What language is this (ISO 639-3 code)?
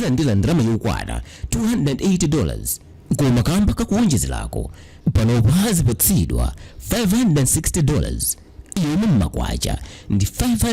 nya